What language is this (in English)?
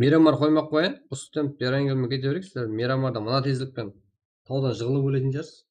Kara-Kalpak